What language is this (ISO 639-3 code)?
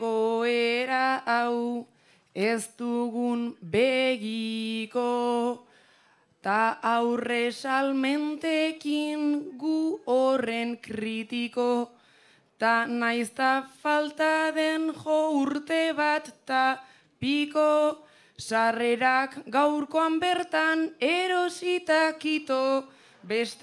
eus